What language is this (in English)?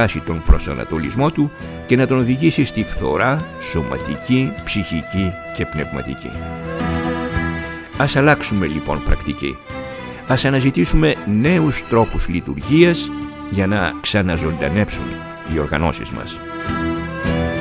Greek